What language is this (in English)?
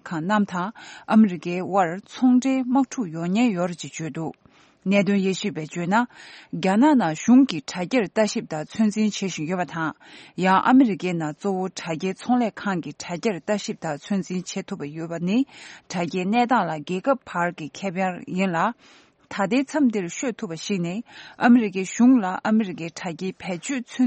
Tibetan